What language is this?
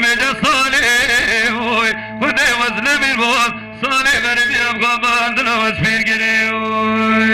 Kurdish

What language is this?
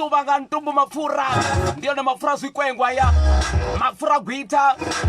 Venda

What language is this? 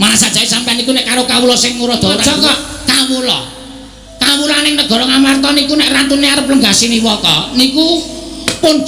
Javanese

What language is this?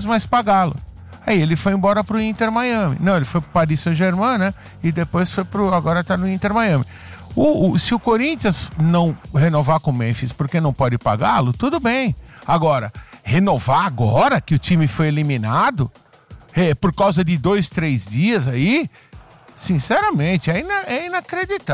Portuguese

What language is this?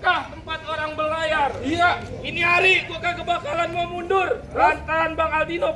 Betawi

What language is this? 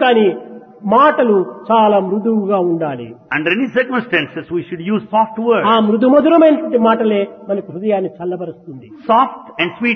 Telugu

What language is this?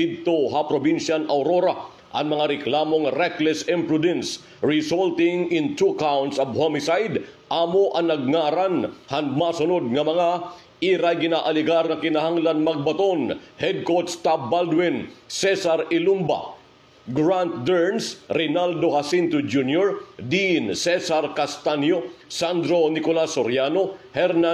Waray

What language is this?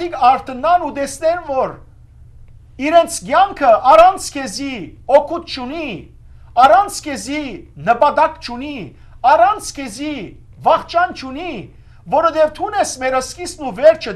Western Armenian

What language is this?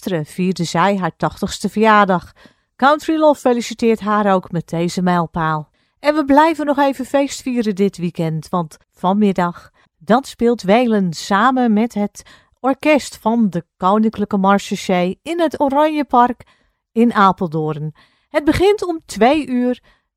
Dutch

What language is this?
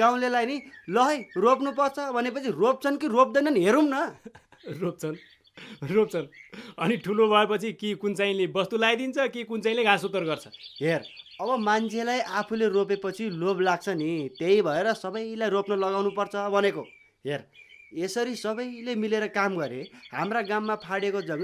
Nepali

